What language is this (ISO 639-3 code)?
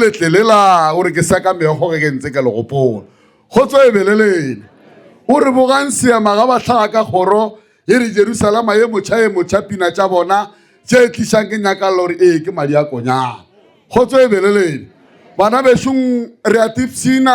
nso